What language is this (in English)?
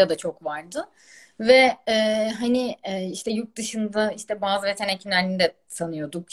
Turkish